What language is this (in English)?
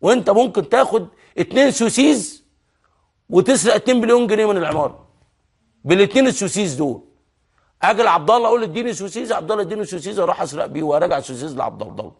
Egyptian Arabic